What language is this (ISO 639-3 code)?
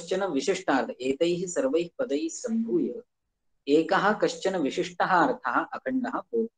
san